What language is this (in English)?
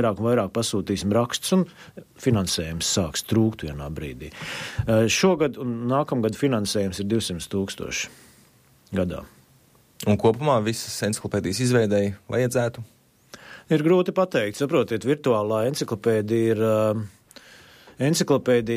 Latvian